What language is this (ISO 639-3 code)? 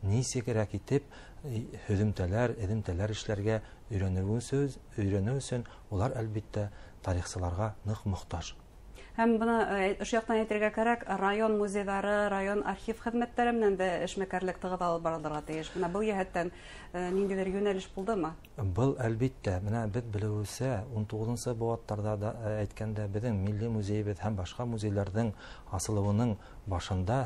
bak